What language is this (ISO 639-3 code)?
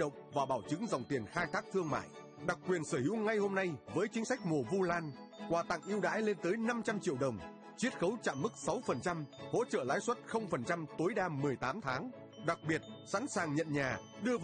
vie